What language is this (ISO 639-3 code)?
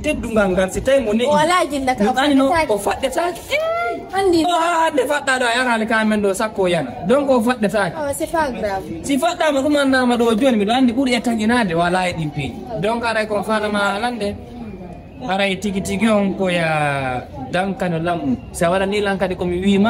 ful